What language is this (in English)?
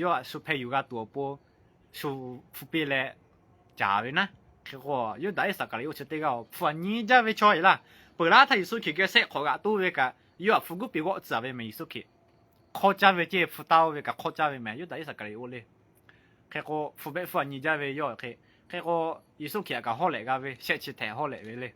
Lahu